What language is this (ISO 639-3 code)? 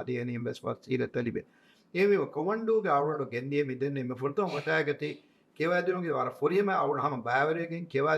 div